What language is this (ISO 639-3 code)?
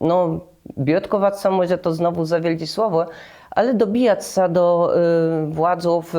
csb